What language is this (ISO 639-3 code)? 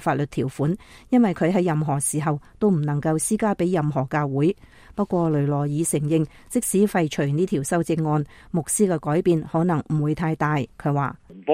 yue